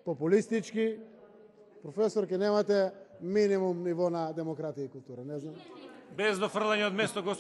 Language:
Macedonian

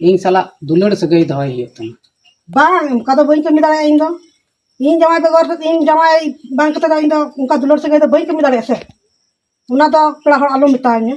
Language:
Santali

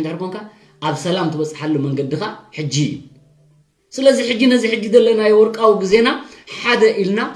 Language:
Tigrinya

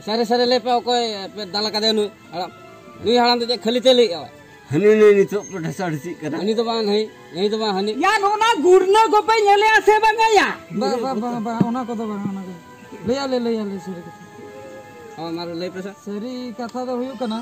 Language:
Santali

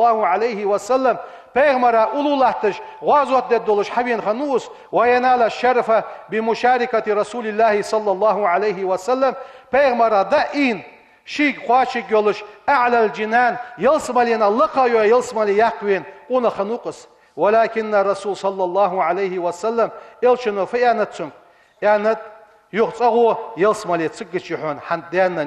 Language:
Ingush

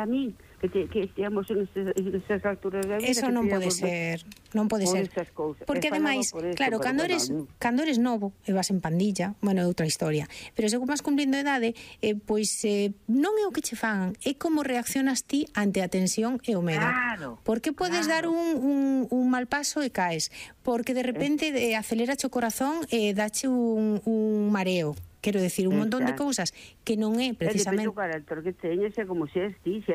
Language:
Galician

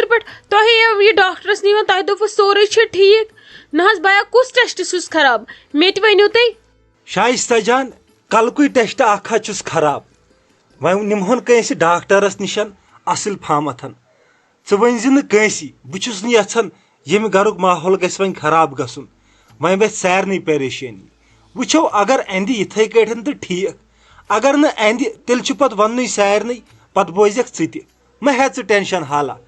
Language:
Kashmiri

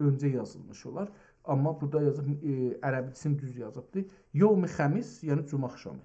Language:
South Azerbaijani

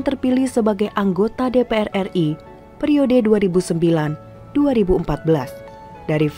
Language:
Indonesian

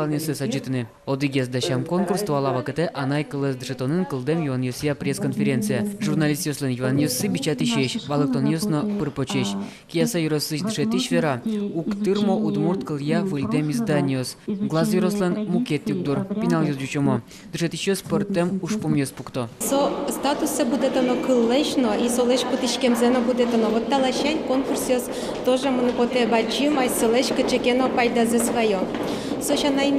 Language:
Udmurt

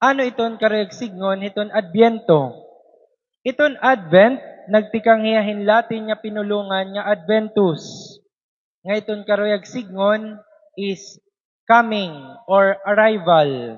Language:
Waray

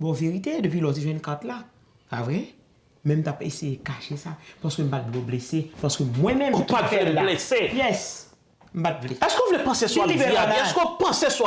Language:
Haitian Creole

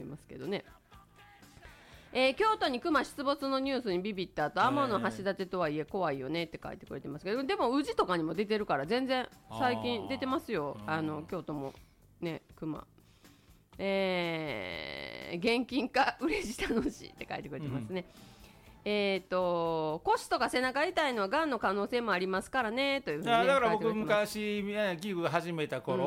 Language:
Japanese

